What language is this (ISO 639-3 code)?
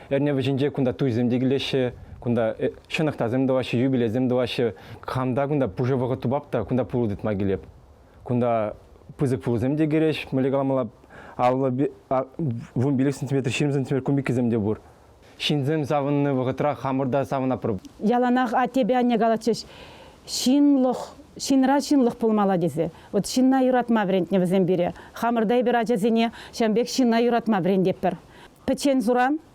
chv